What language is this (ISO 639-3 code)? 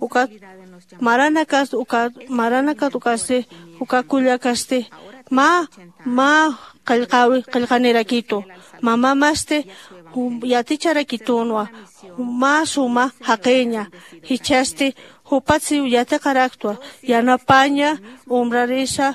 aym